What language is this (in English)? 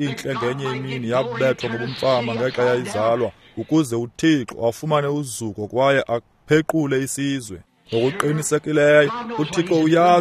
Xhosa